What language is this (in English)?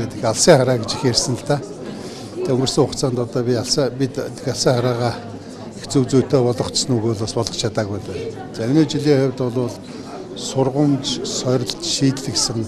Mongolian